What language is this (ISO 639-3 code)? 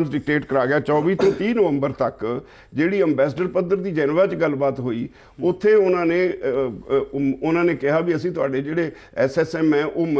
pan